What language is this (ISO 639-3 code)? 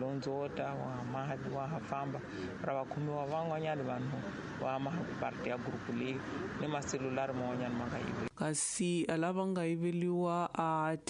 tso